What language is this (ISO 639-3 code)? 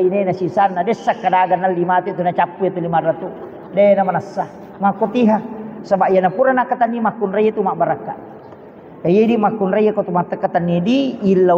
bug